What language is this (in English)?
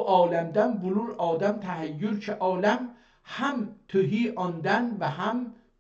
South Azerbaijani